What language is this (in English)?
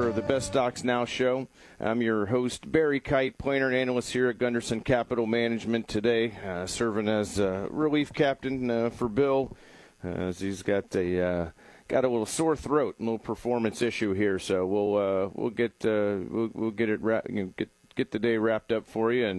English